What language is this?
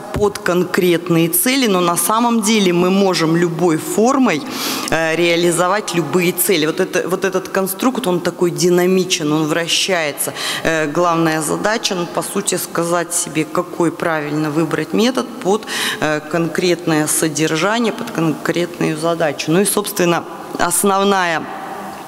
Russian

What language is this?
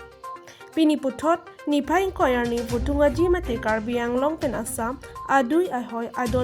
Karbi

